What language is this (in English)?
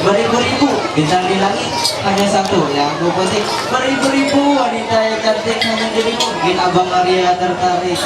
Ma'anyan